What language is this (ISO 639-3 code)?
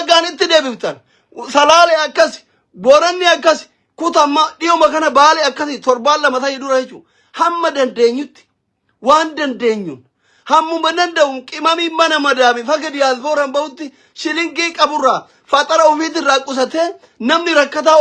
orm